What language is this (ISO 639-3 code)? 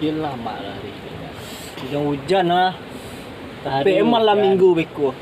min